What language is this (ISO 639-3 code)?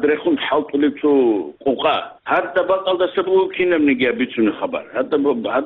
ava